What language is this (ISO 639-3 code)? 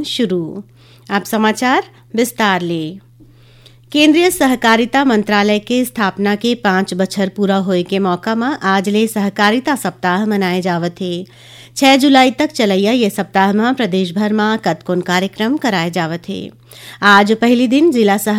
hne